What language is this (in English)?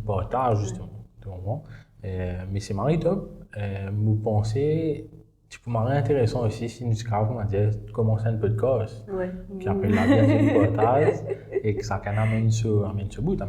Morisyen